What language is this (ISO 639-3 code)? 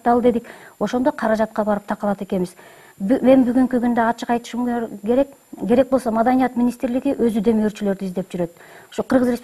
kir